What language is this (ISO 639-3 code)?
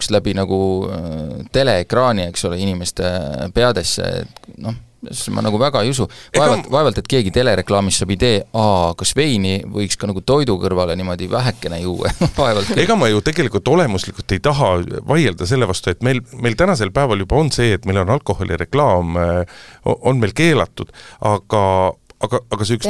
est